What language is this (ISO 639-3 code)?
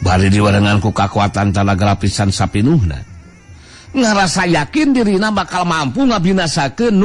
sun